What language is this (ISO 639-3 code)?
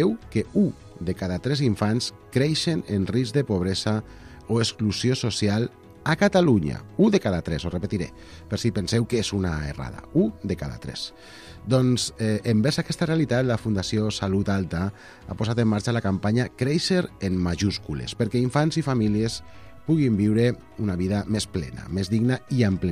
cat